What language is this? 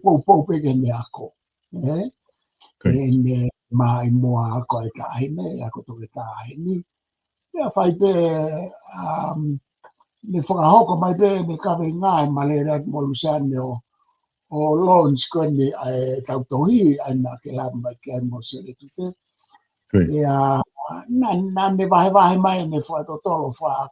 Tongan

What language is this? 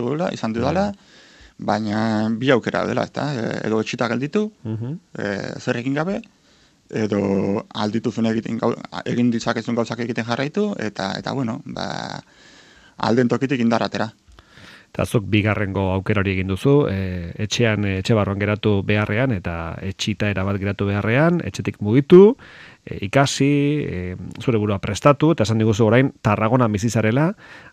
Basque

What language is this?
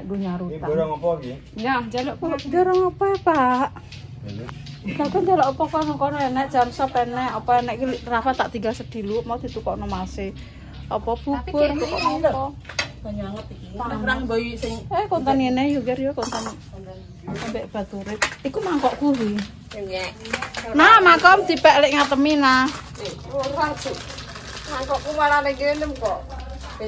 Javanese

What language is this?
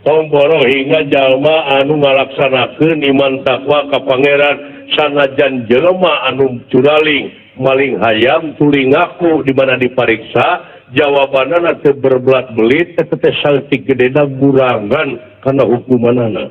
Sundanese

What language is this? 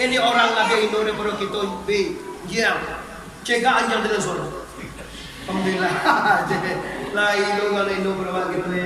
Minangkabau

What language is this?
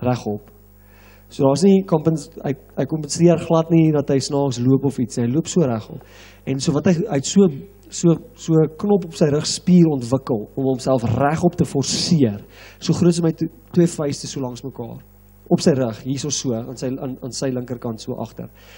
Afrikaans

